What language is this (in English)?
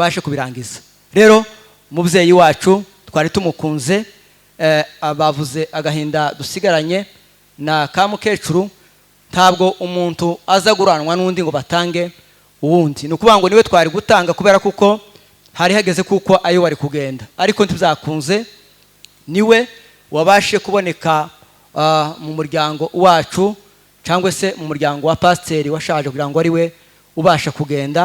Kinyarwanda